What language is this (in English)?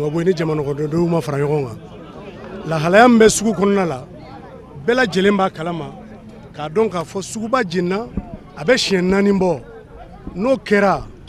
Bambara